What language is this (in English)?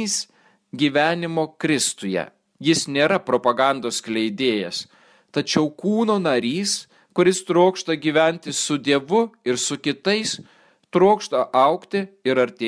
Lithuanian